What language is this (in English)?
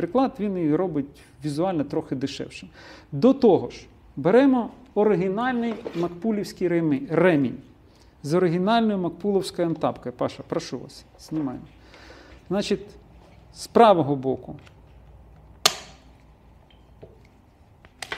Ukrainian